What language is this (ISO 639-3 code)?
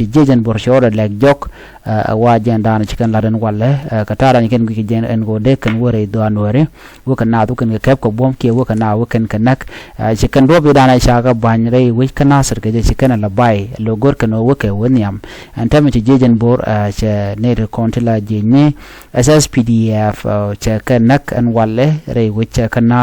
nus